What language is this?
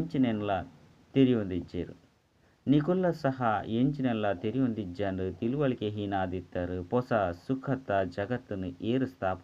Tulu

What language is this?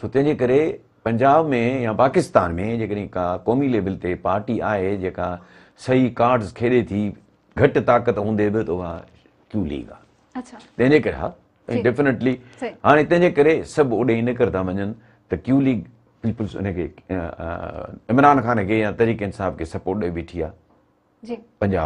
Sindhi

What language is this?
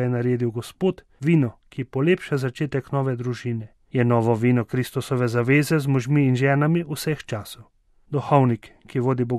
Slovenian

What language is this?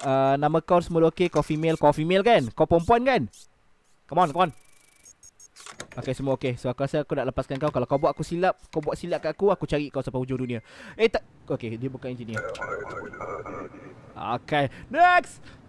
Malay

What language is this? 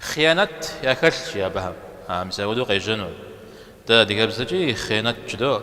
Kabardian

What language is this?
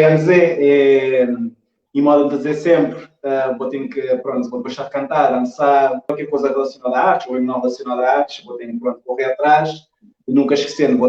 Kabuverdianu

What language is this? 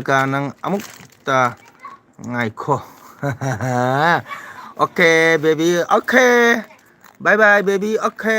Manipuri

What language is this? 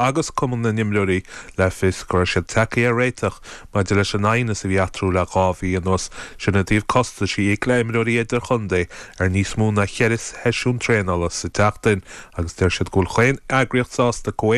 Irish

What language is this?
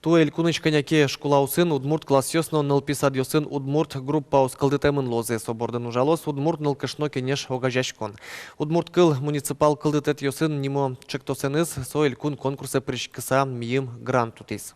Udmurt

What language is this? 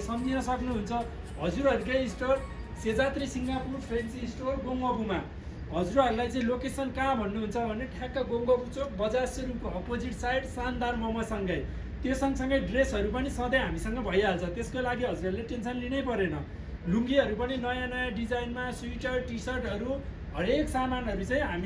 Nepali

